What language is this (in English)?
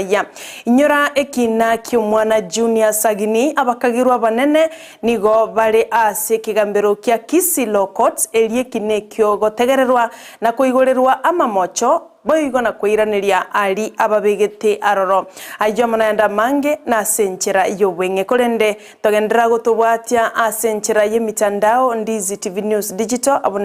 Gusii